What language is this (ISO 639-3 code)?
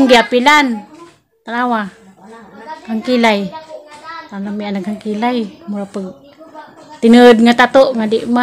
ceb